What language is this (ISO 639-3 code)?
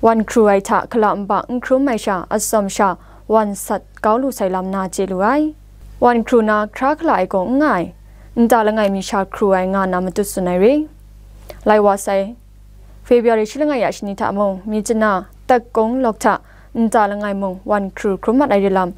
kac